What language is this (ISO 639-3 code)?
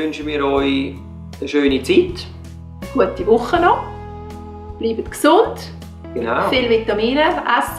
gsw